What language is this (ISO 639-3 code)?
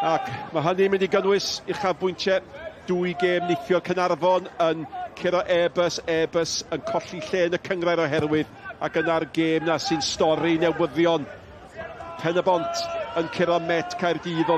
cym